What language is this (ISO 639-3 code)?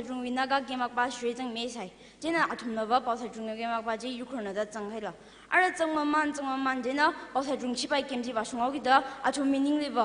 nmf